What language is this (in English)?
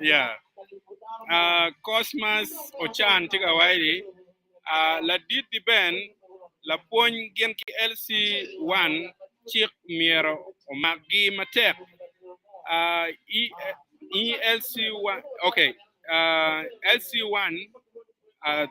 Acoli